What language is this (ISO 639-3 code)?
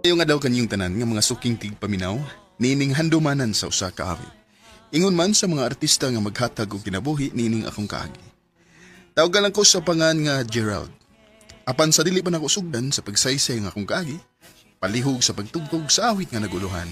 ceb